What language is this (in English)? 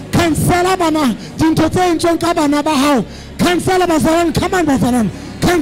Southern Sotho